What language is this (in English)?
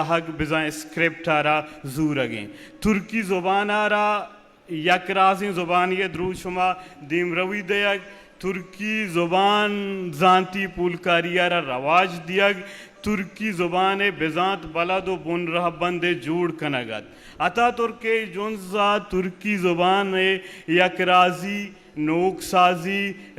Eastern Balochi